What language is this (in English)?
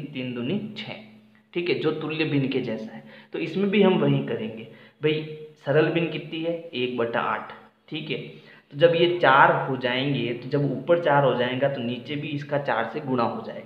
Hindi